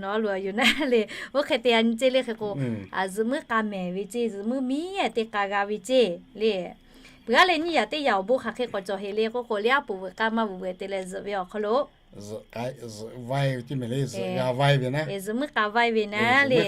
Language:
Lahu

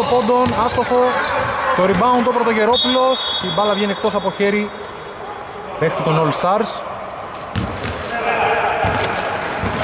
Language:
Greek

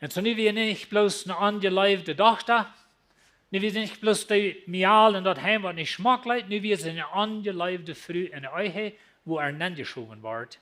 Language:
Plautdietsch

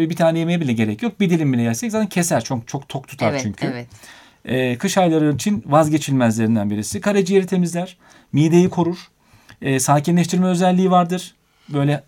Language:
Turkish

